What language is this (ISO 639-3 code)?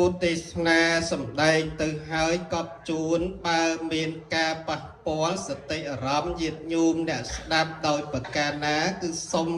khm